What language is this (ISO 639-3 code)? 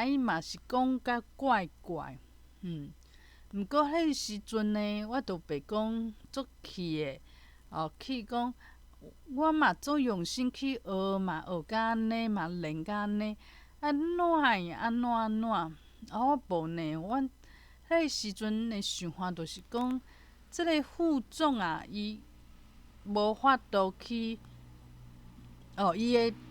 nan